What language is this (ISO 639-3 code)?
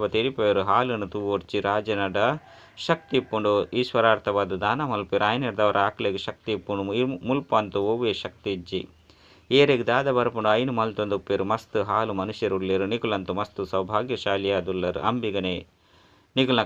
tcy